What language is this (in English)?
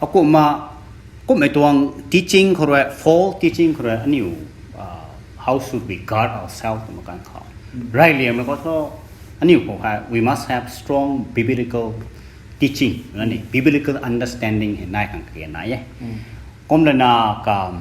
Rongmei Naga